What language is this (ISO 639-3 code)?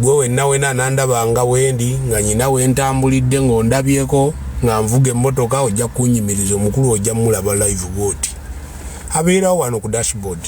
lug